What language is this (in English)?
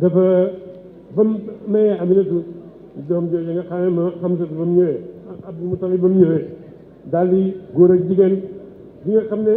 Wolof